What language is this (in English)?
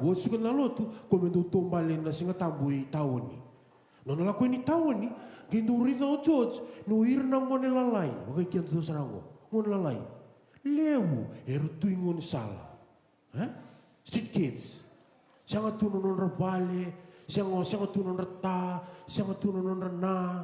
Fijian